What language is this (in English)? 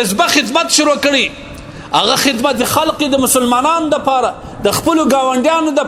Pashto